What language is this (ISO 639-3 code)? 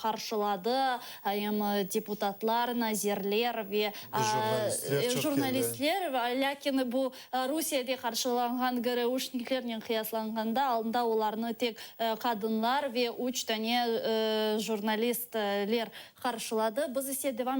crh